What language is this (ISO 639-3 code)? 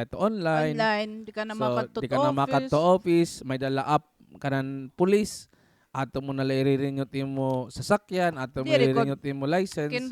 war